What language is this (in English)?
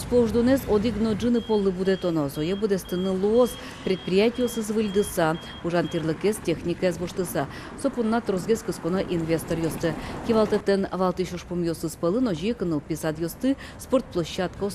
Udmurt